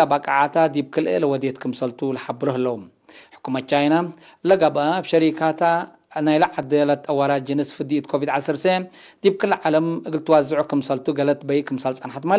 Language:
Tigre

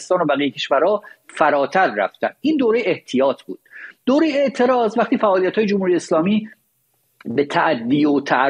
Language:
Persian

